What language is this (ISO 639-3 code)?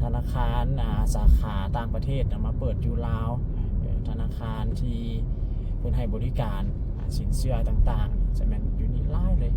lao